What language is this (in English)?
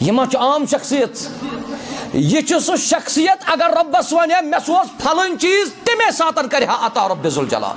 Kashmiri